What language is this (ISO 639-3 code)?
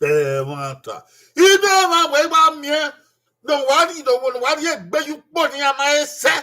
bin